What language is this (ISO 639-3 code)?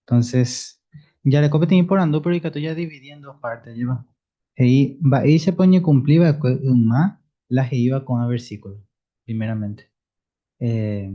grn